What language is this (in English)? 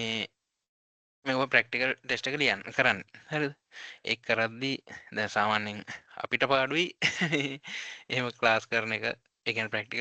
Sinhala